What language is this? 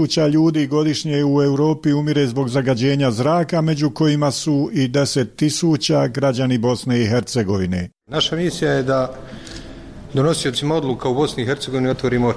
Bosnian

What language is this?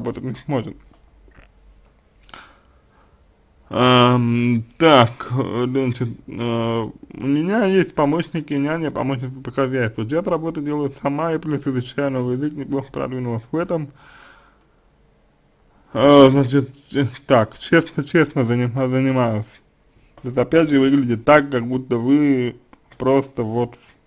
Russian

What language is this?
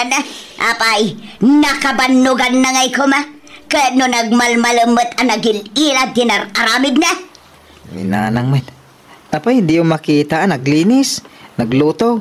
Iloko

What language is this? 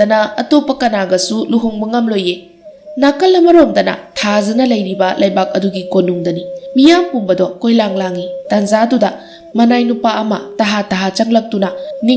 Manipuri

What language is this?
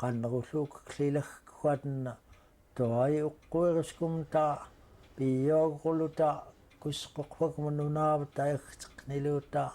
Central Yupik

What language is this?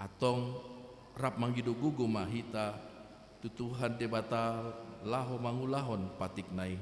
Batak Toba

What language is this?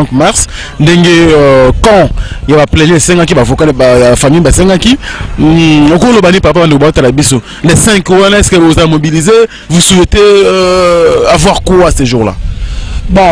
Lingala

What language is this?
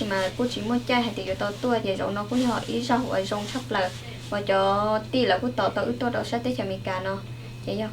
Hmong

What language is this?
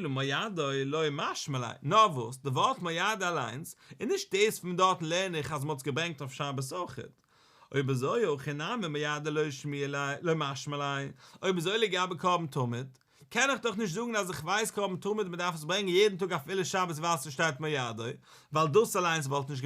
Yiddish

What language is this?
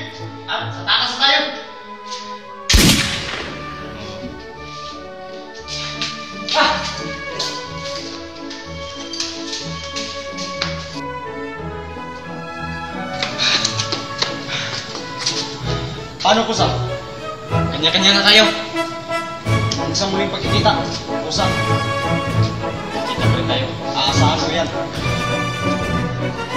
Filipino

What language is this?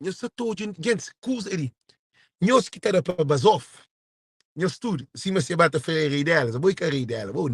Kabuverdianu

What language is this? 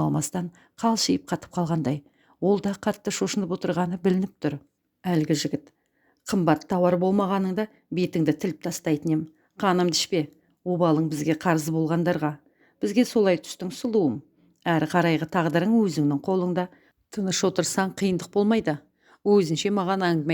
Kazakh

